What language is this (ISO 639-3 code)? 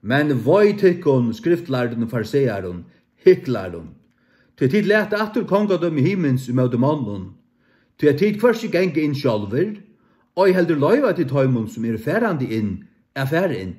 fao